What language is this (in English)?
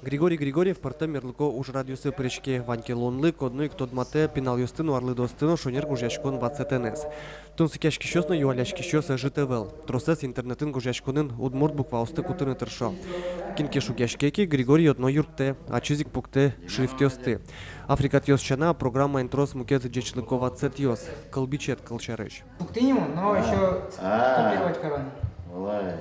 Udmurt